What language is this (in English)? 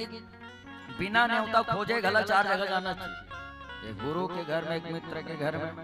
Chhattisgarhi